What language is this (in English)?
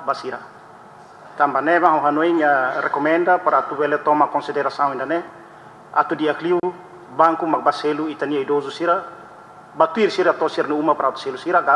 Tetum